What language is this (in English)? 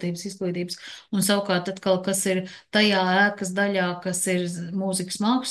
Latvian